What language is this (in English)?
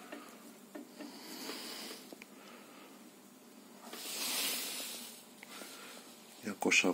Greek